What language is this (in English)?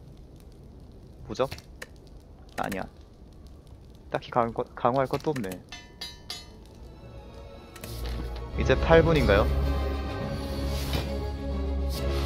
Korean